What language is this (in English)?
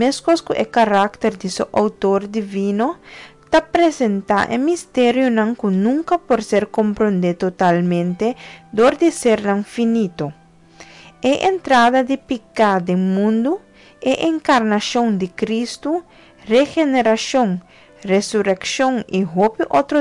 Papiamento